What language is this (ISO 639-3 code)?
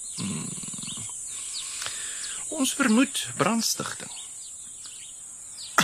afr